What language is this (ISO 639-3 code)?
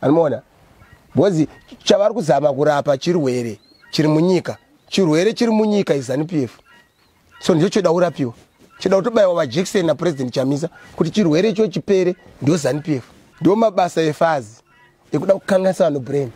sna